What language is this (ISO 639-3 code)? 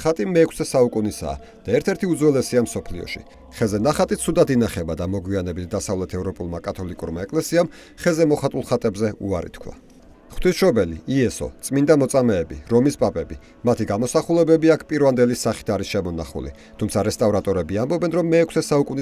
kat